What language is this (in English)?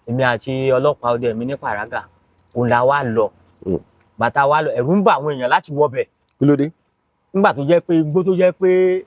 Yoruba